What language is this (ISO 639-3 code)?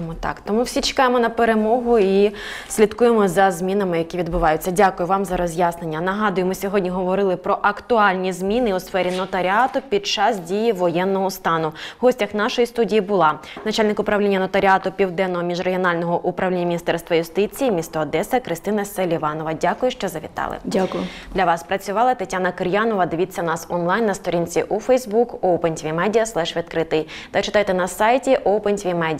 ukr